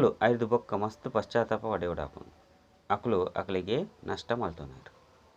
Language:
Tulu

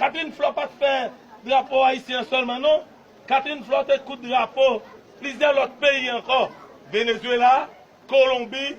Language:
Haitian Creole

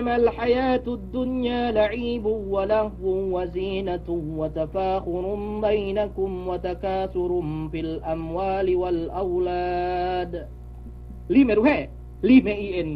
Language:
Yakan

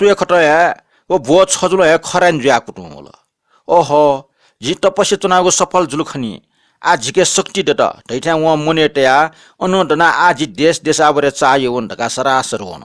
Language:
Newari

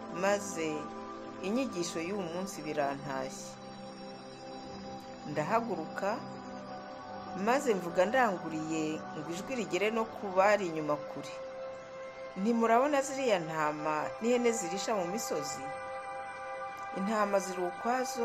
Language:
Kinyarwanda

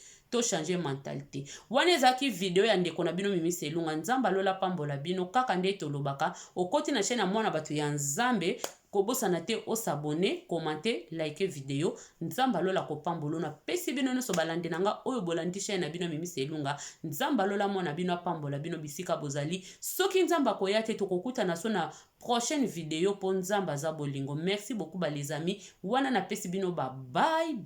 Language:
Lingala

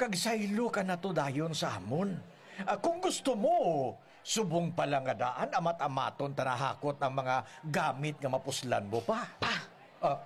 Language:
Hiligaynon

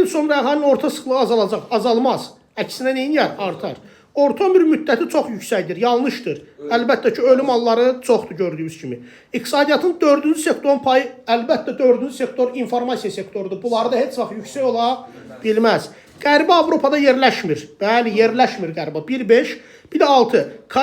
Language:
Azerbaijani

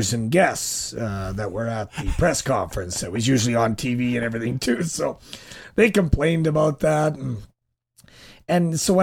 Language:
English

